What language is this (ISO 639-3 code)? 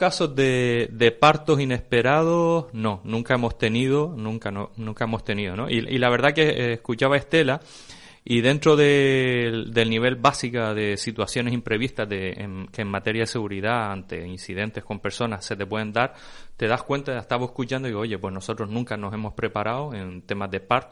spa